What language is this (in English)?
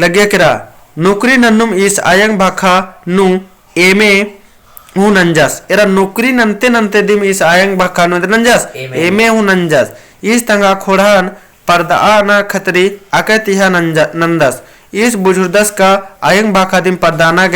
Kurukh